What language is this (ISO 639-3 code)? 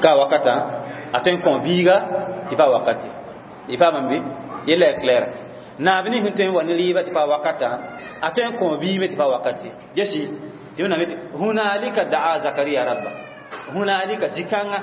mos